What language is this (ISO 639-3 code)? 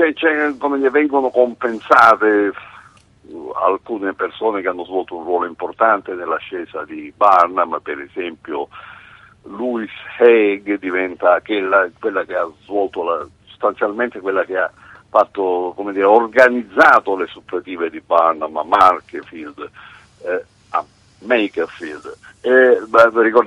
ita